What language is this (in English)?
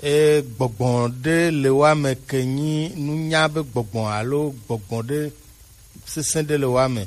Gen